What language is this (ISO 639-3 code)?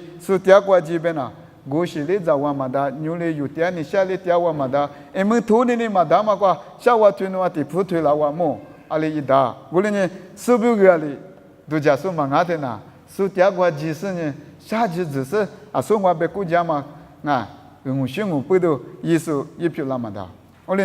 lis